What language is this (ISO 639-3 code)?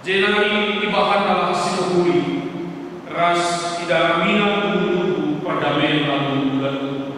btx